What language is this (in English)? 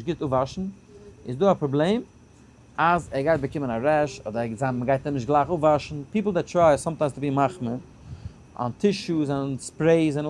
Yiddish